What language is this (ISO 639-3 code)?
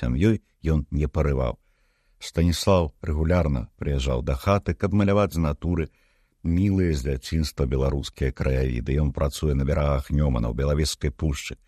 bel